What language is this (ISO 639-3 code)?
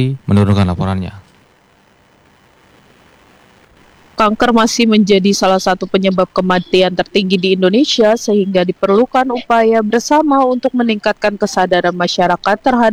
ind